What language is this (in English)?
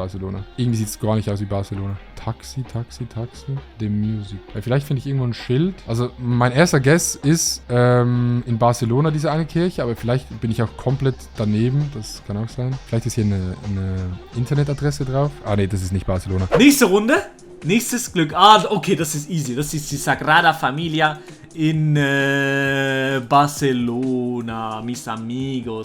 Swiss German